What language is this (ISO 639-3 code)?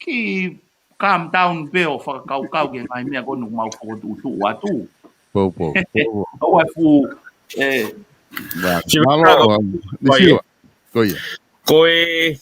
ton